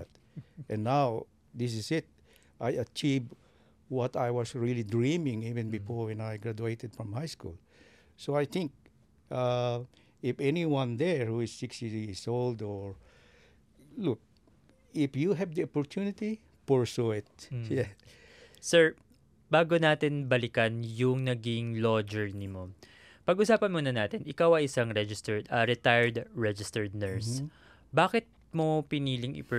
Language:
Filipino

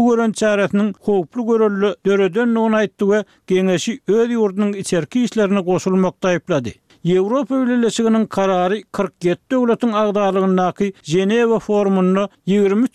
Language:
Turkmen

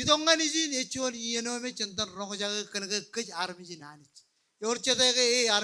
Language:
Marshallese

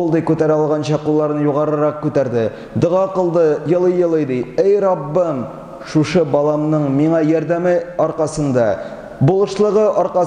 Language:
Tatar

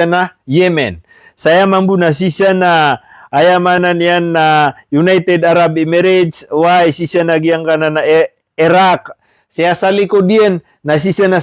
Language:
Maranao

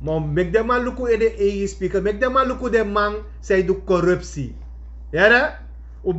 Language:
Sranan Tongo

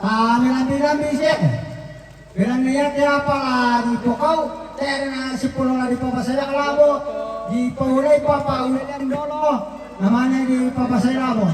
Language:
Toraja-Sa'dan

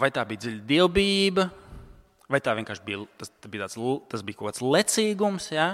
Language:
Latvian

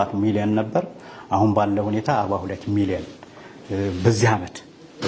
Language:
Amharic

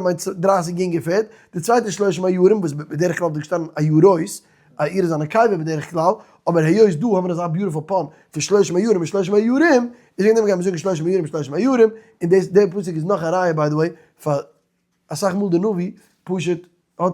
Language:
Yiddish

